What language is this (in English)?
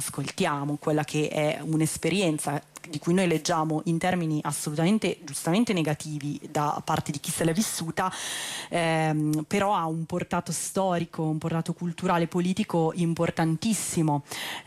Italian